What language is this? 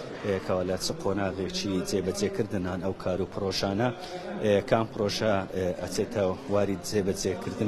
Central Kurdish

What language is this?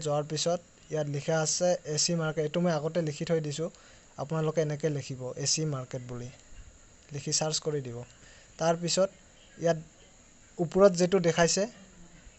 Assamese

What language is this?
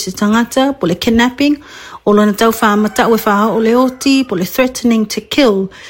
Samoan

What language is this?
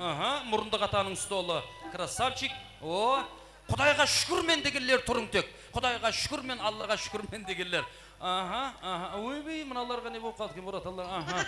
Kara-Kalpak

